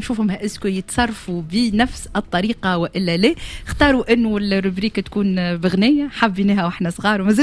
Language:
Tunisian Arabic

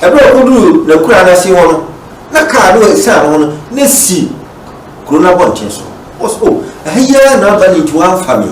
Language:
Akan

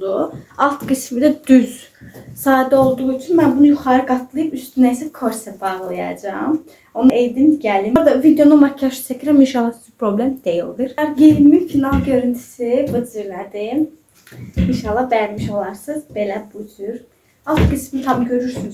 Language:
Azerbaijani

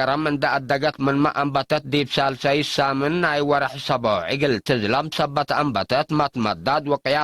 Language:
Tigre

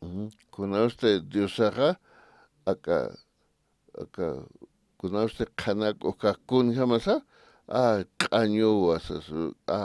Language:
Aymara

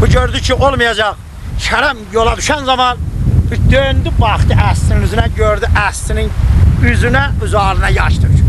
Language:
South Azerbaijani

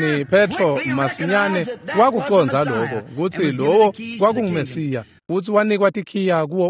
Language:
Swati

